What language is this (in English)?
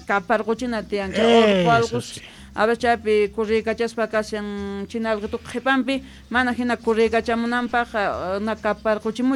Quechua